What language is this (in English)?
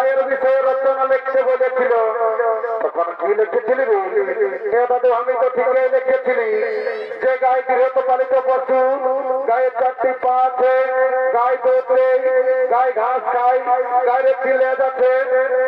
Bangla